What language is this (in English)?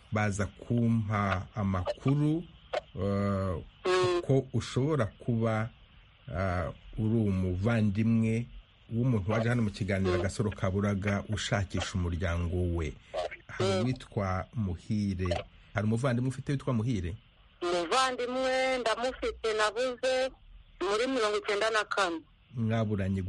Kinyarwanda